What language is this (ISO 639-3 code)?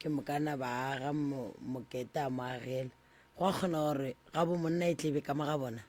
nso